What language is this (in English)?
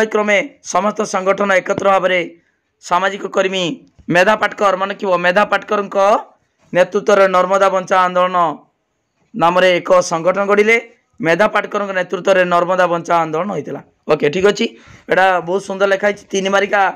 Odia